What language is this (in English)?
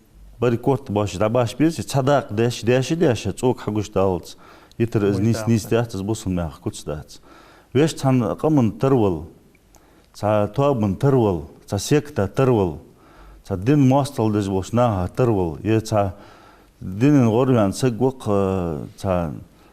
Ingush